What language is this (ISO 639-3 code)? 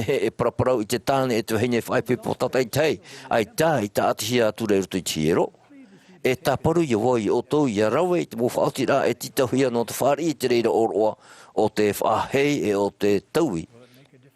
tah